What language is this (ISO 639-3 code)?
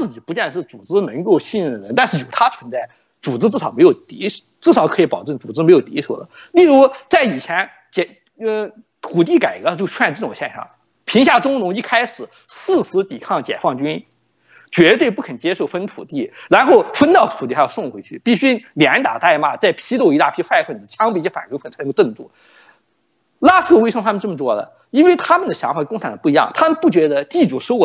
zho